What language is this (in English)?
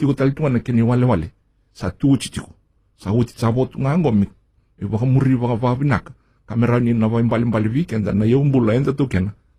Fijian